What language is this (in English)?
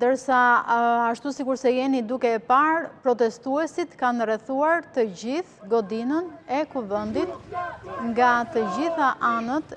Albanian